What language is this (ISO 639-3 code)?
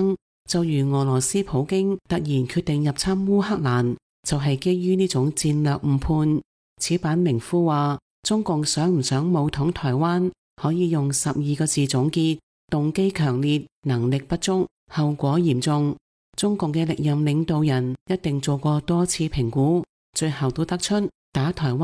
yue